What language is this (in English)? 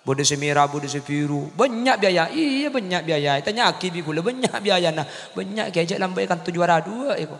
Madurese